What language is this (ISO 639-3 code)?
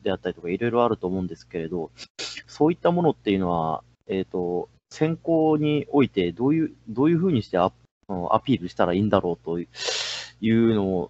jpn